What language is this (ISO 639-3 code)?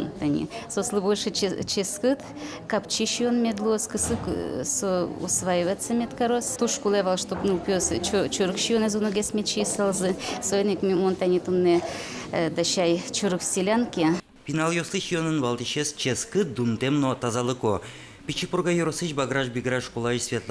udm